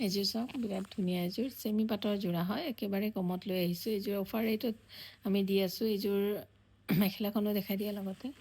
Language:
Assamese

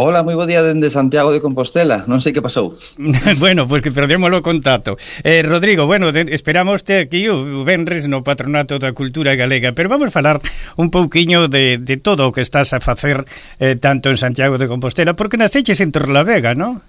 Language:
Galician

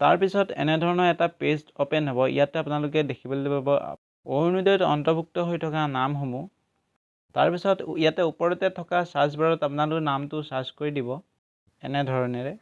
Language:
Assamese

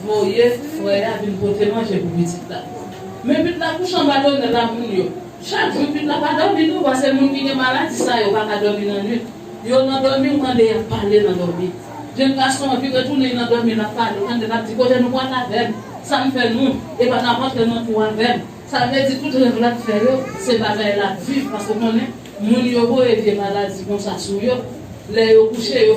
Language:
Haitian Creole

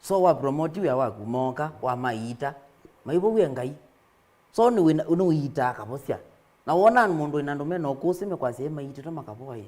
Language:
Kamba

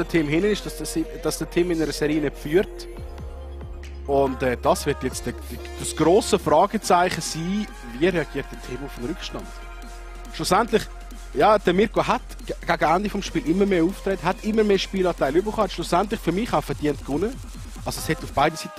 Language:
German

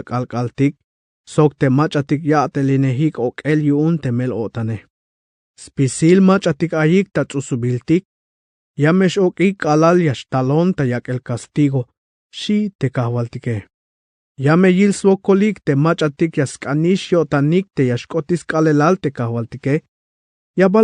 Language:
Tzeltal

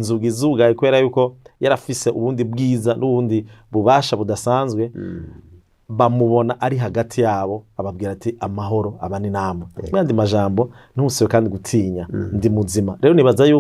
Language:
Rundi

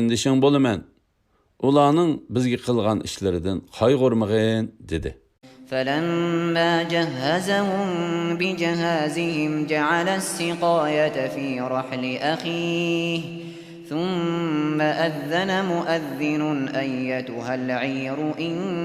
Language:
Uyghur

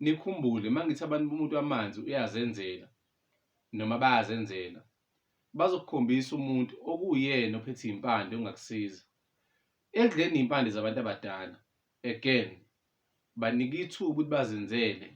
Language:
Zulu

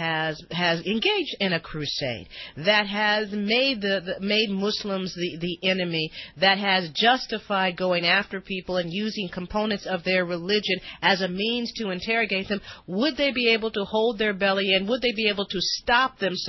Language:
English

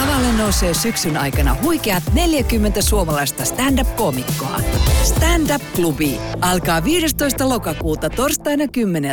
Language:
Finnish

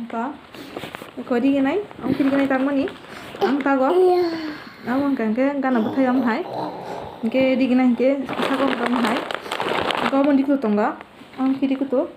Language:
Kok Borok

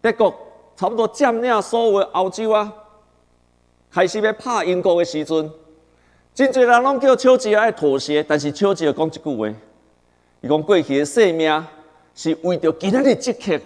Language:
Min Nan Chinese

